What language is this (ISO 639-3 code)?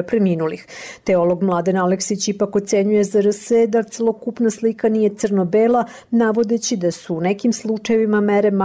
srp